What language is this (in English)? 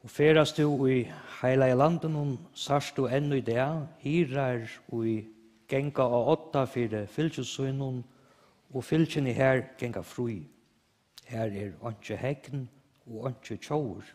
Faroese